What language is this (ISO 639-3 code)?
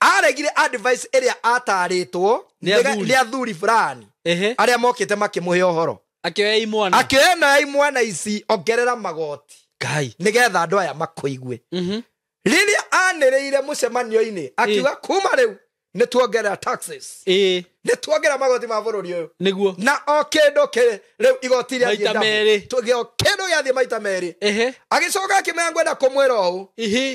kik